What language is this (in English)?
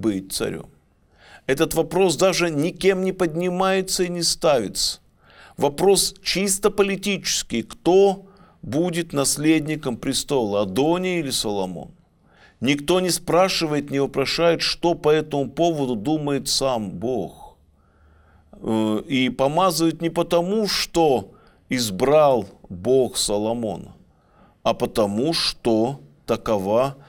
Russian